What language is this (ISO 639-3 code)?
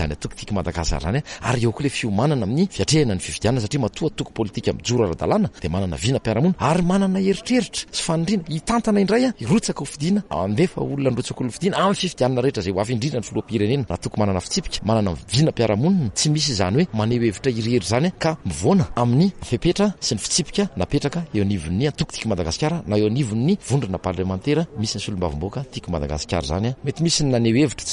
mlg